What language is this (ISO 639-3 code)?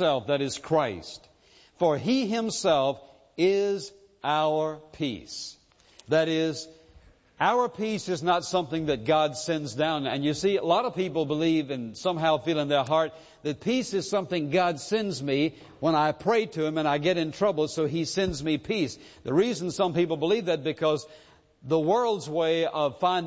eng